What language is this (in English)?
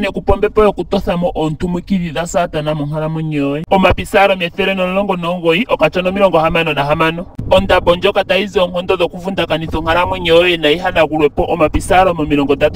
Ndonga